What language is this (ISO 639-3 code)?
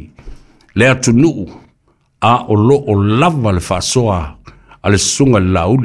smo